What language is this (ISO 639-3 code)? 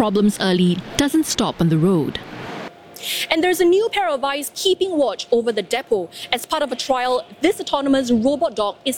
eng